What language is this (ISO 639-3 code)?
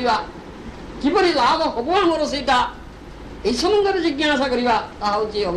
ori